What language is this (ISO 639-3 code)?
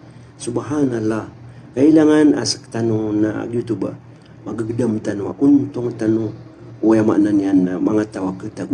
mrw